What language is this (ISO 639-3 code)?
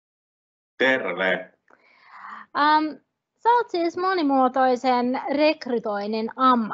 fin